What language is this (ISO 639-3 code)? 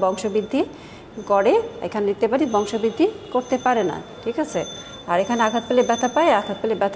ben